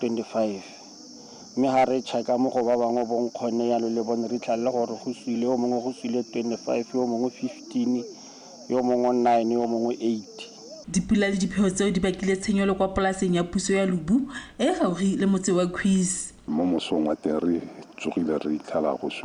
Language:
Tswana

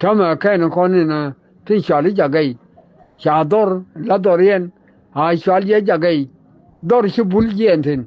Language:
Nuer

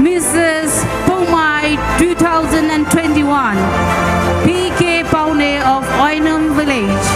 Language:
Poumei Naga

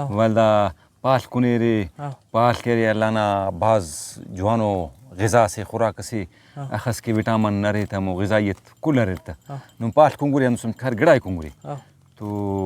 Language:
Brahui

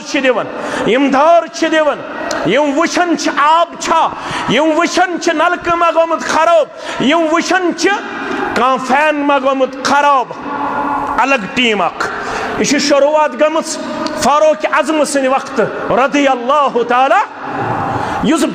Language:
Kashmiri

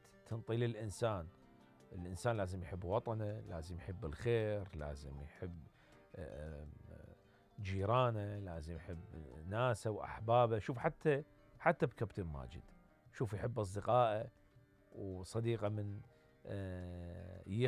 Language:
Mesopotamian Arabic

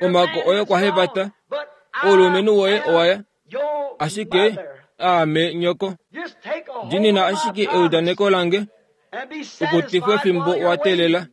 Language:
Kuanyama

